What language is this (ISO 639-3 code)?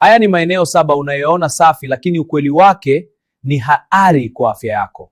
swa